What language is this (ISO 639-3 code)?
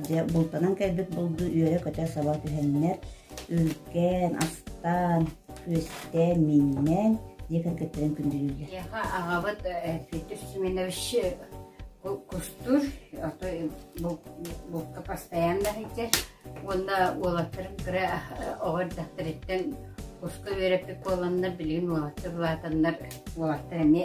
sah